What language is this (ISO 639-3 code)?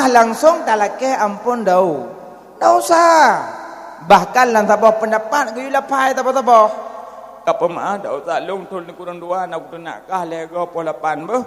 ace